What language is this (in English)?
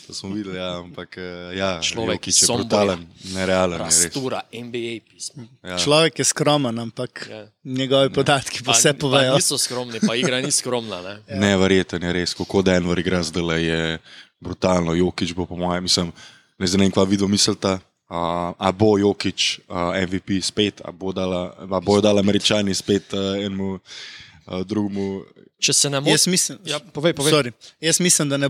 Slovenian